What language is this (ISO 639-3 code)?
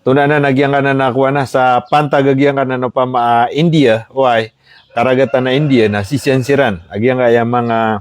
mrw